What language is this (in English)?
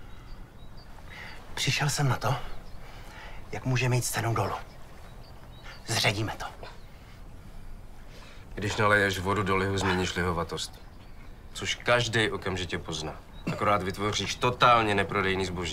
Czech